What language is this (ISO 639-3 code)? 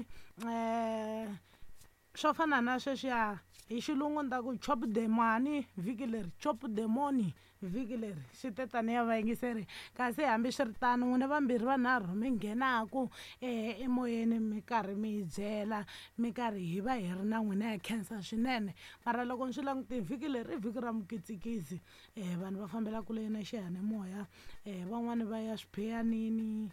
tso